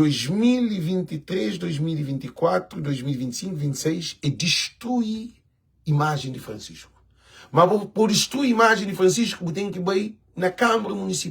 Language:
Kabuverdianu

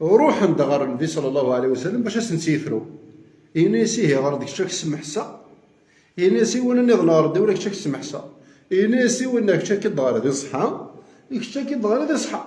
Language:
Kabyle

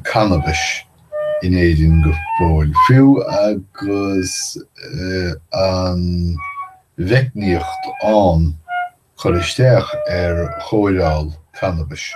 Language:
Irish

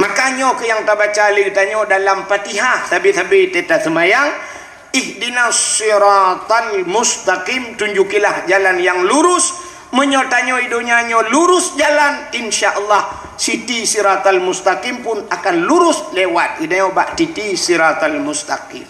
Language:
Achinese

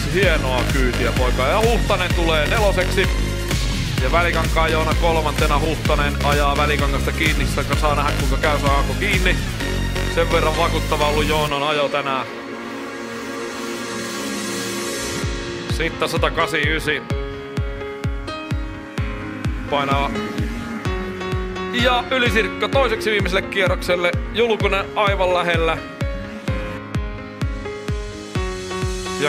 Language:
Finnish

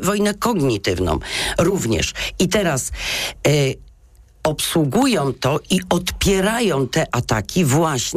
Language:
Polish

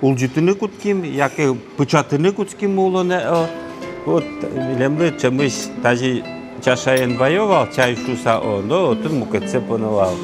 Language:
Udmurt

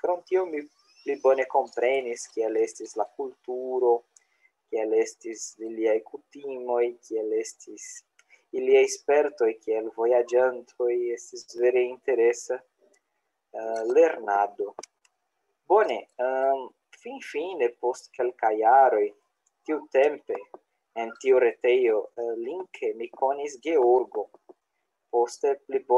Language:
Esperanto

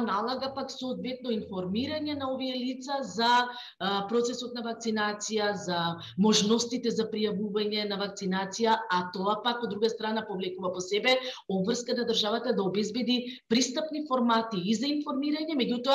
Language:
Macedonian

